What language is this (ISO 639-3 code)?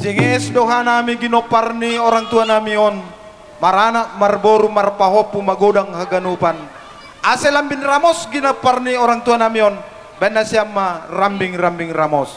bts